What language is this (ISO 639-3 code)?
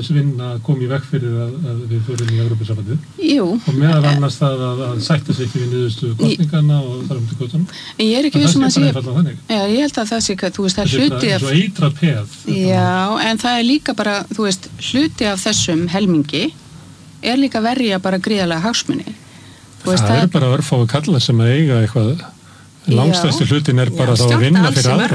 isl